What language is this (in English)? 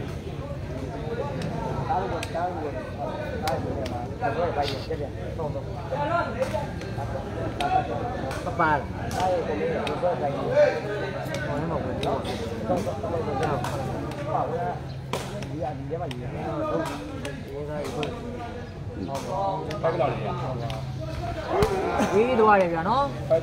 Burmese